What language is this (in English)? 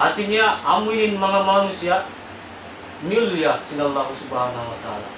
Tausug